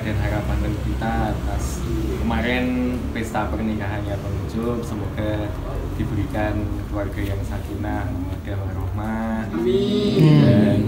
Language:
Indonesian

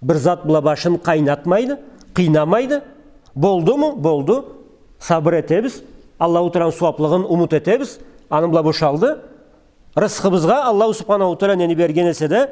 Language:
Karachay-Balkar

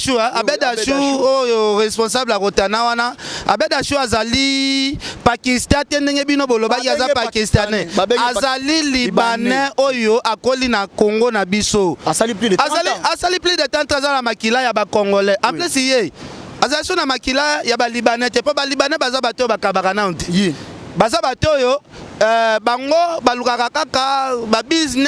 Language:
Lingala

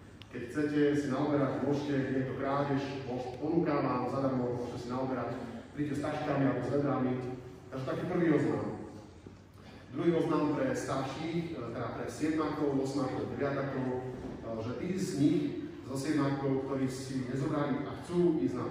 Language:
Slovak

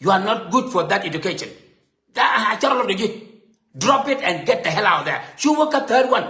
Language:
Nuer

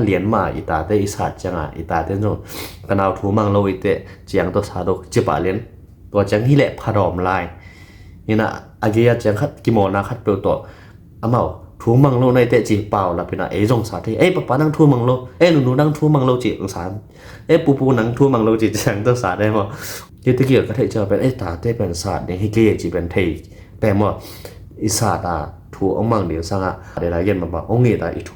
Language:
Tedim Chin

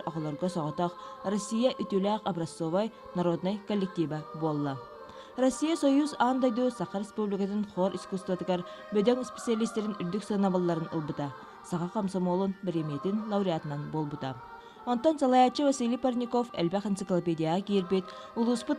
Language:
Yakut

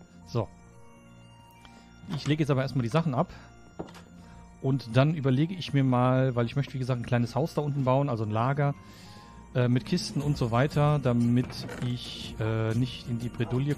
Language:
German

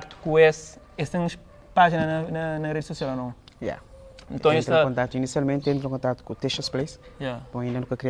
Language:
Kabuverdianu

